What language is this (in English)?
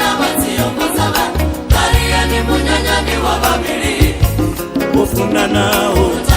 Venda